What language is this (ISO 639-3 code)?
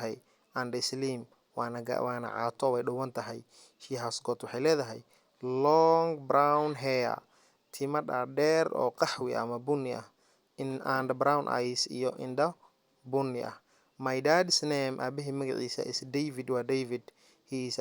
som